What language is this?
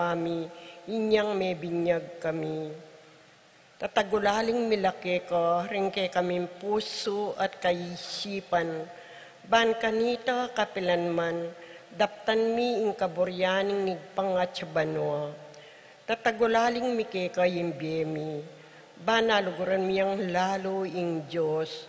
Pampanga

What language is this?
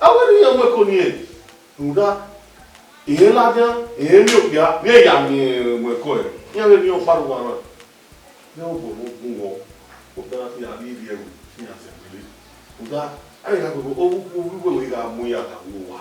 Bini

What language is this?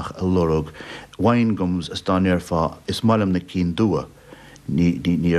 Irish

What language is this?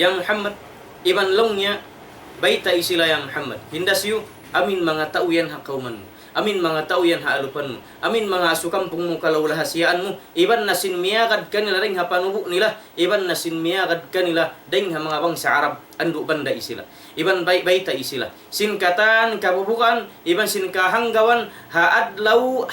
Tausug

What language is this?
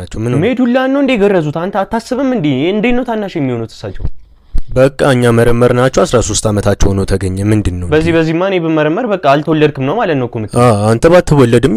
Amharic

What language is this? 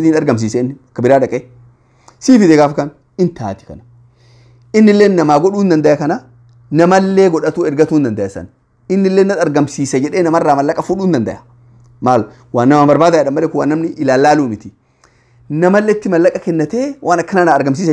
Oromo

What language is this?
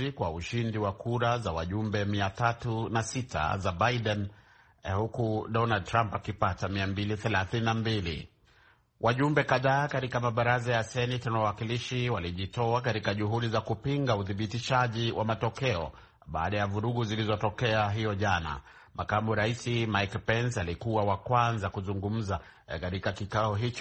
Swahili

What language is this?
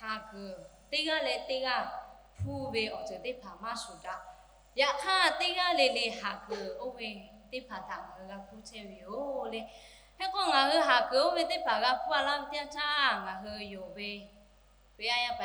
Lahu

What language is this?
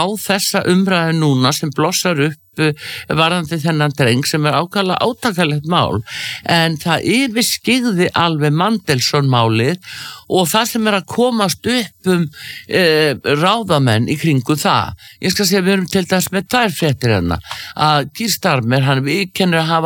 Icelandic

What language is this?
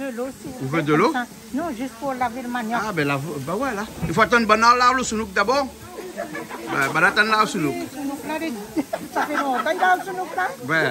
Réunion Creole French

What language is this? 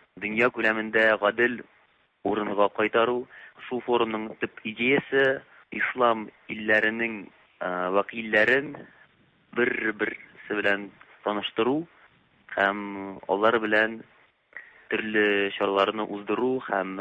Tatar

